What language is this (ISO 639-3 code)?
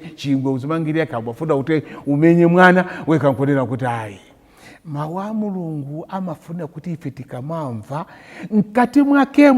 nya